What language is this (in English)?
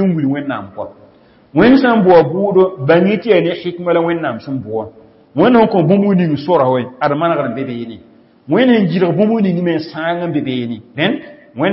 Mossi